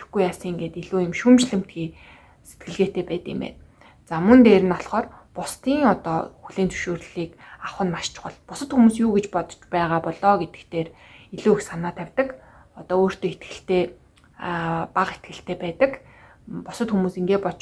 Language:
Mongolian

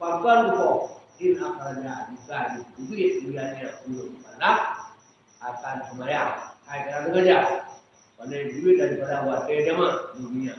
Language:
Achinese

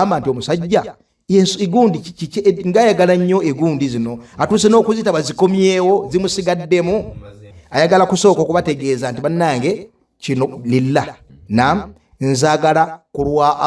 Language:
Ganda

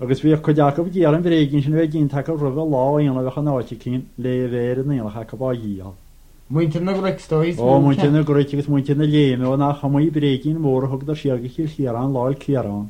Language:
Irish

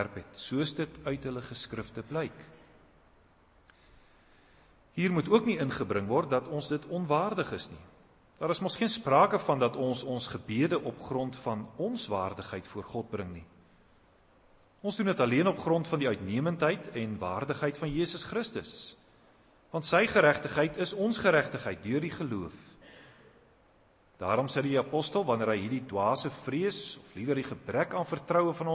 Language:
Afrikaans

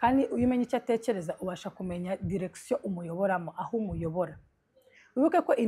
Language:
Kinyarwanda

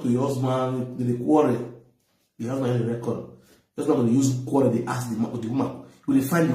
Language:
Nigerian Pidgin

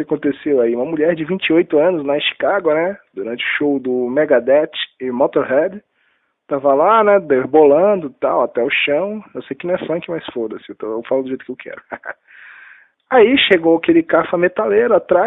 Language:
Portuguese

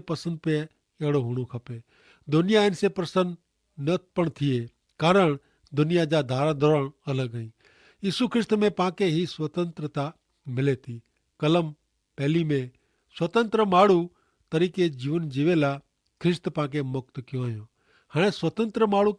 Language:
Kachhi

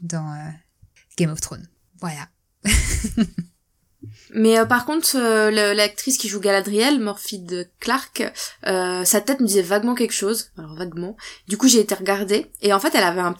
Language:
French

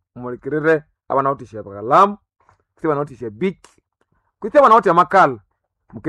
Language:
Nande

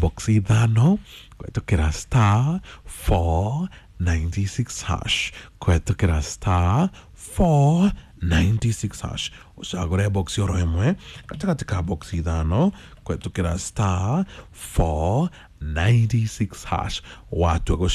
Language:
Kikuyu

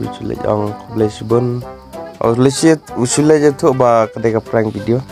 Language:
Khasi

